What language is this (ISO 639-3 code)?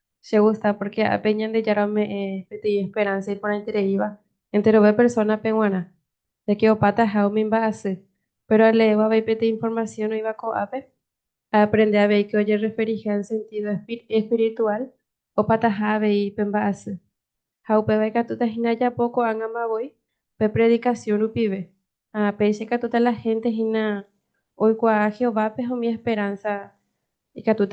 grn